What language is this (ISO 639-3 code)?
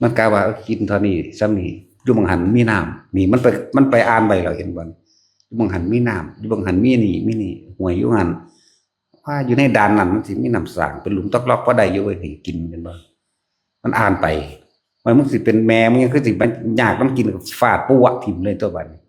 tts